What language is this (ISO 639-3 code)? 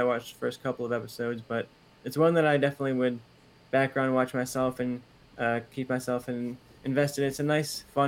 eng